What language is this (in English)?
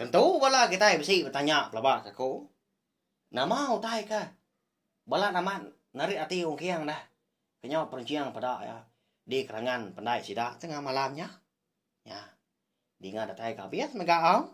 Iban